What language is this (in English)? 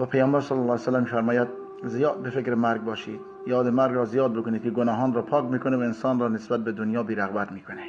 Persian